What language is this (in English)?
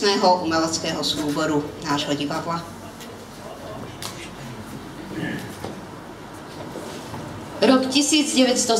Slovak